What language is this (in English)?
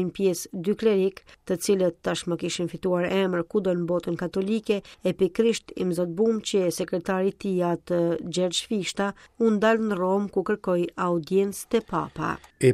Albanian